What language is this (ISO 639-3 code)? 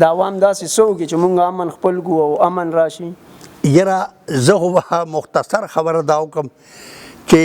pus